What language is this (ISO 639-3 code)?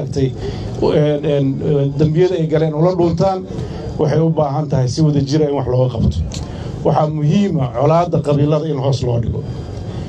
som